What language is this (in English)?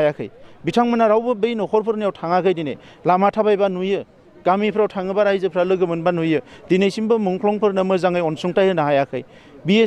Bodo